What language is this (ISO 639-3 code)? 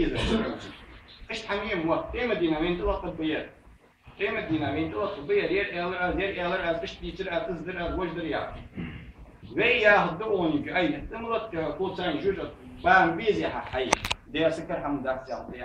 inh